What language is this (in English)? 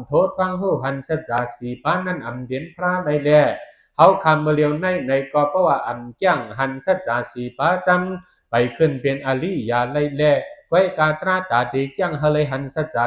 Shan